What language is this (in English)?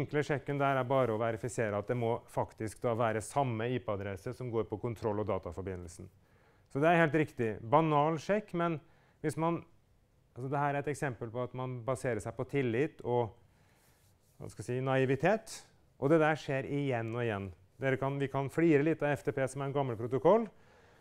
Norwegian